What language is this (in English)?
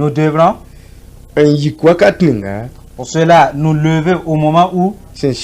Mossi